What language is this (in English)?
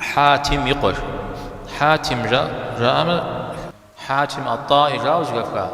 Kabardian